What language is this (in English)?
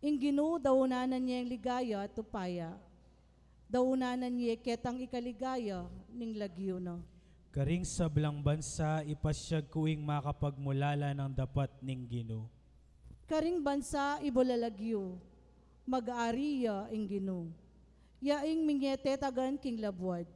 Pampanga